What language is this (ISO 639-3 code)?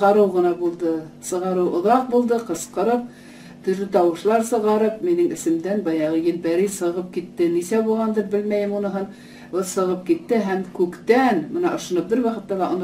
bak